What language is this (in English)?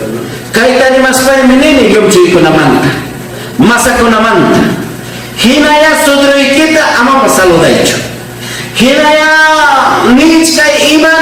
Ayacucho Quechua